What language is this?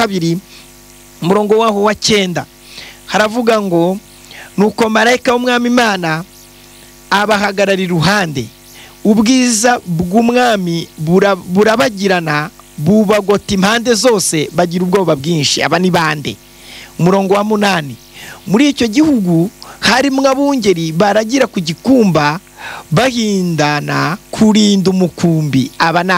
Kinyarwanda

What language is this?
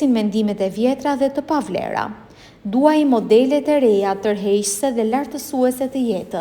Albanian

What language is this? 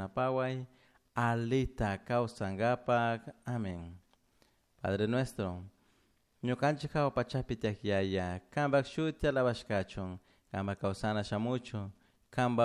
Chimborazo Highland Quichua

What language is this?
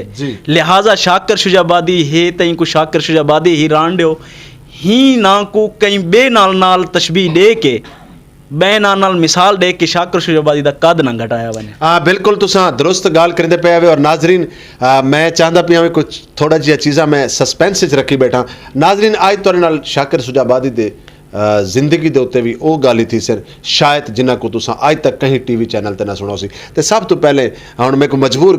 Saraiki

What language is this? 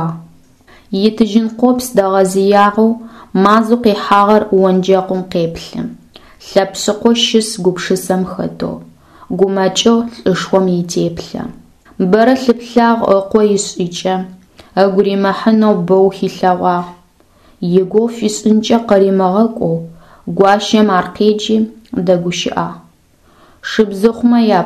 Adyghe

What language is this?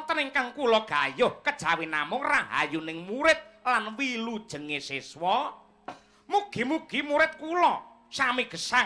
Javanese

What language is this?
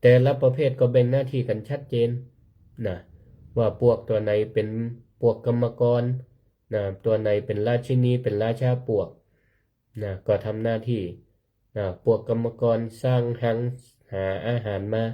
Northern Thai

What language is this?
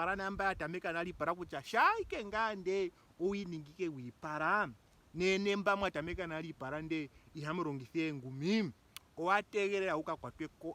Ndonga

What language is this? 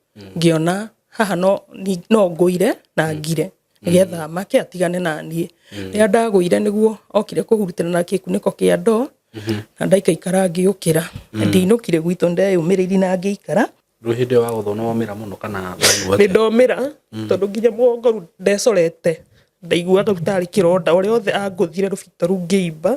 Kikuyu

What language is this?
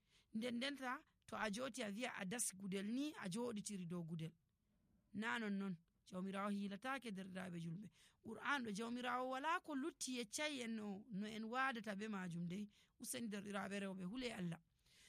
Nigerian Fulfulde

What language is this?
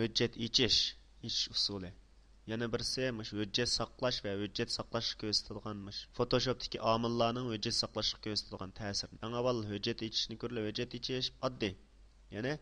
Uyghur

